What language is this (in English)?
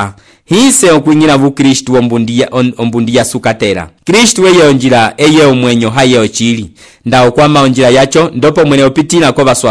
Umbundu